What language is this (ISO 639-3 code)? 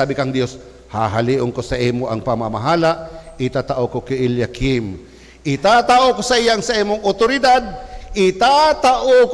bik